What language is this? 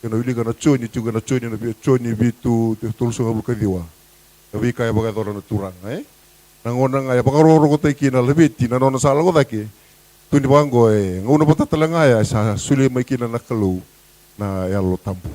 Fijian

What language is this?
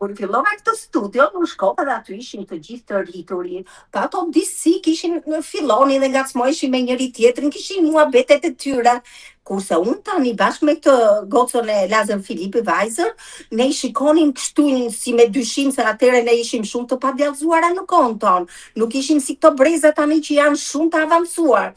Albanian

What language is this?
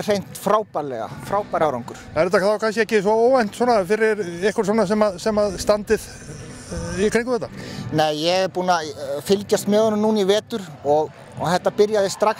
Icelandic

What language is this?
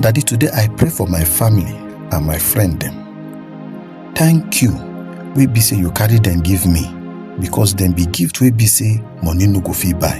Nigerian Pidgin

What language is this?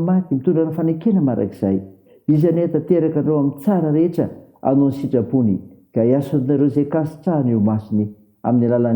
Malagasy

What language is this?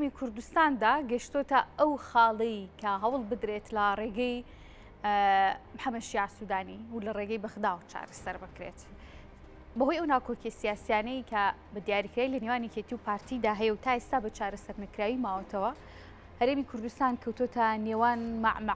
Central Kurdish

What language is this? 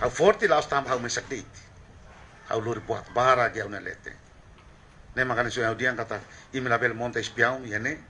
Tetum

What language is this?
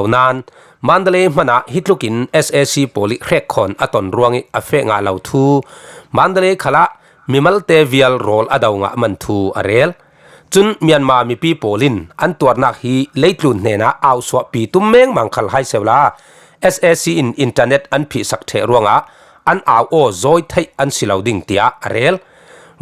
Falam Chin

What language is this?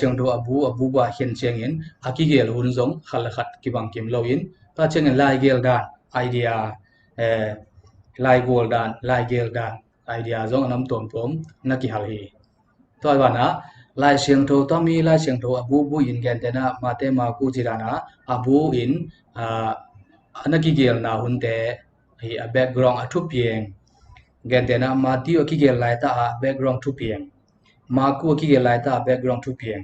Tedim Chin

